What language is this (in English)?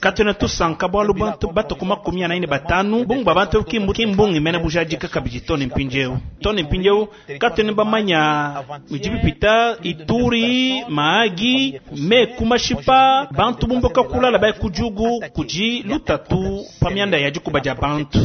Luba-Lulua